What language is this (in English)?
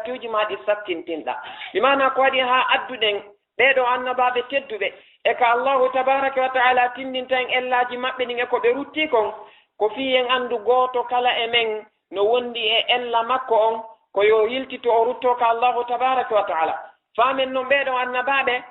Fula